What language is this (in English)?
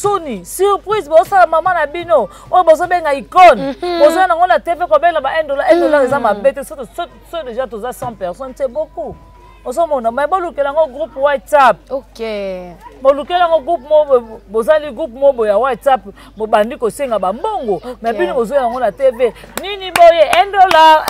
Lingala